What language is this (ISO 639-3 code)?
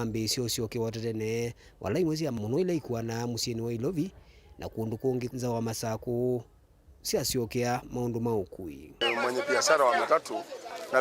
kam